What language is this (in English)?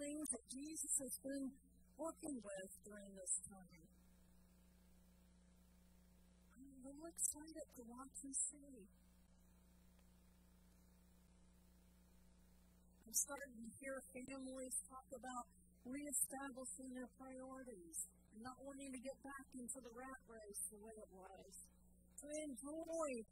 English